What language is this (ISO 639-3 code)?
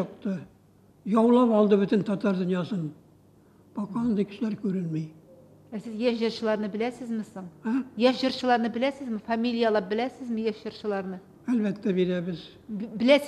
tat